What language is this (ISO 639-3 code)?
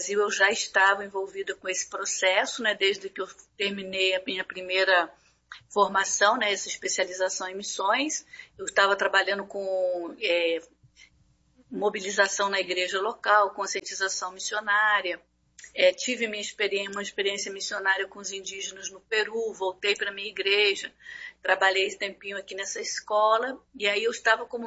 por